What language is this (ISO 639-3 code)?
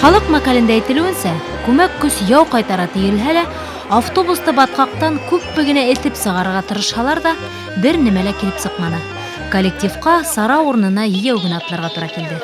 bak